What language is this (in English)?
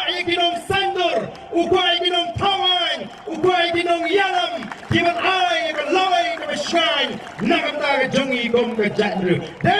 Khasi